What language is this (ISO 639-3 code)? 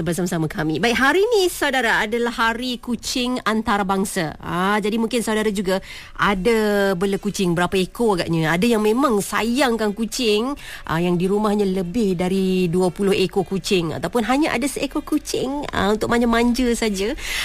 msa